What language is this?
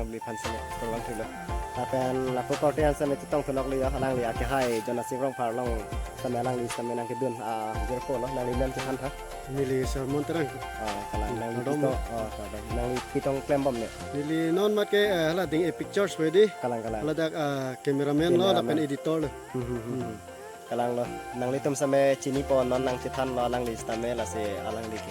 Karbi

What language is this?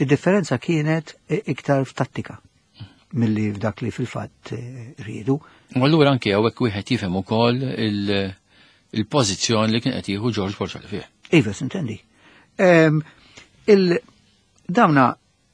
Maltese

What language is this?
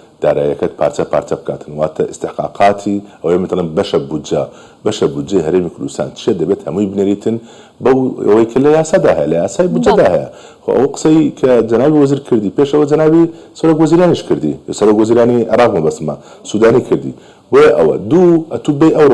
Central Kurdish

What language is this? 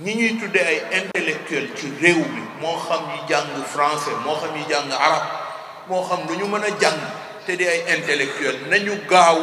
Wolof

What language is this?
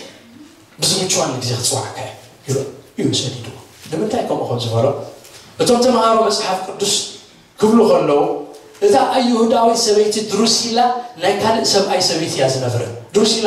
Tigrinya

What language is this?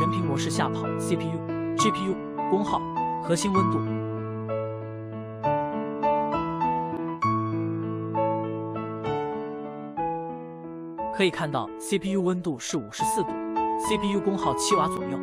Chinese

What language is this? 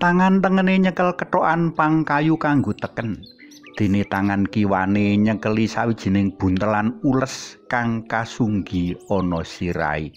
Javanese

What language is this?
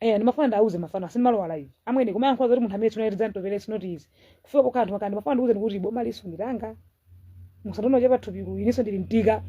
Nyanja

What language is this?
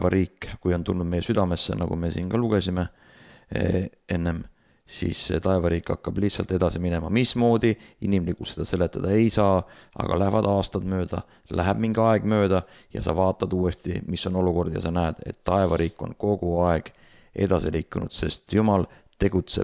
Estonian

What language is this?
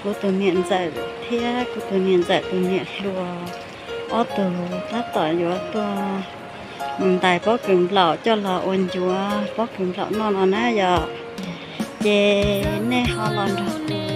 Hmong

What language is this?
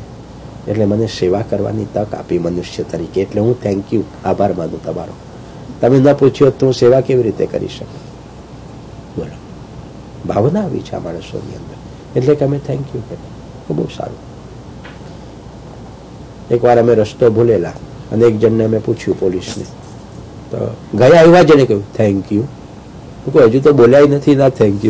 Gujarati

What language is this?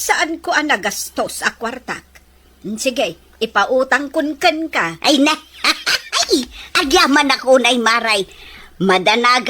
Iloko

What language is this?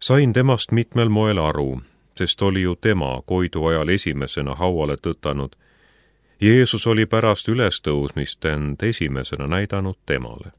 Estonian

